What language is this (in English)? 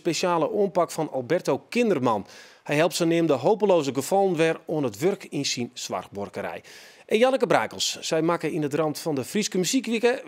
Western Frisian